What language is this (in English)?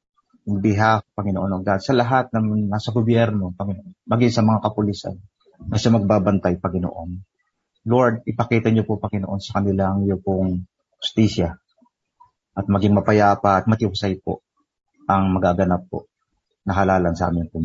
Filipino